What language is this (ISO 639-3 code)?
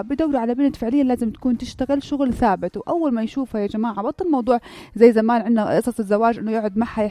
apc